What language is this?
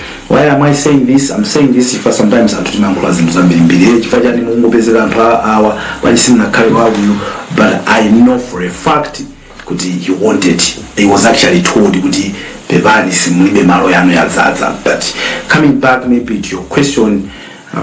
Nyanja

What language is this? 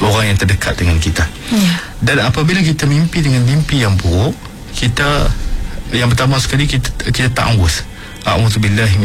Malay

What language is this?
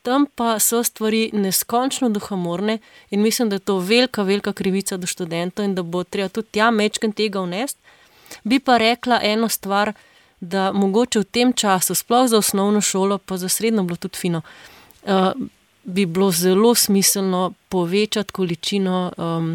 Slovenian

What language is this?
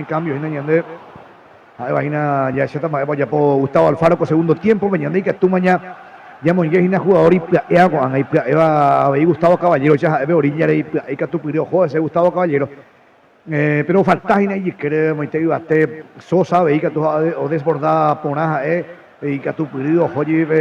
Guarani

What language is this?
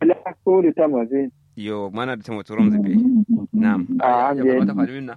Kanuri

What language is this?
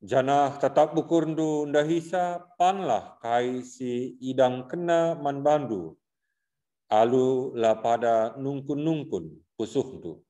Batak Karo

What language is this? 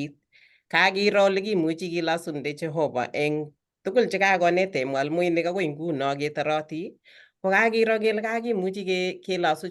Kalenjin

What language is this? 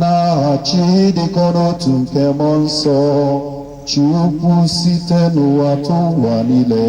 Igbo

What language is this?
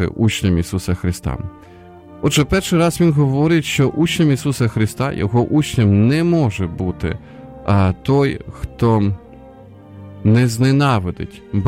Ukrainian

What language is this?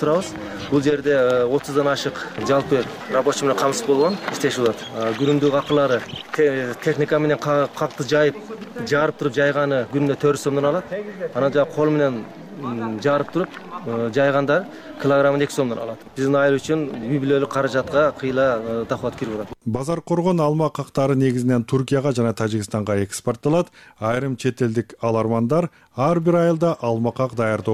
Kyrgyz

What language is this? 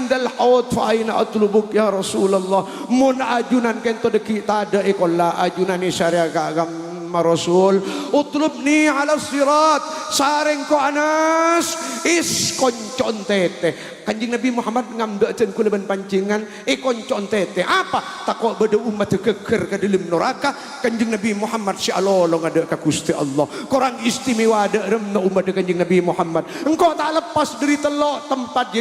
Madurese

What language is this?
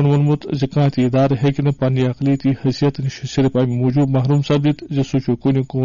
Kashmiri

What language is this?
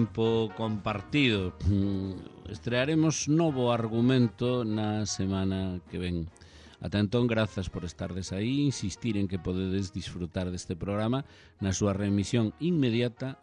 Galician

